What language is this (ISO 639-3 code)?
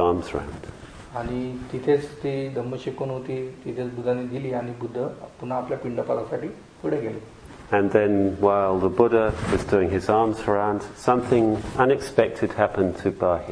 mar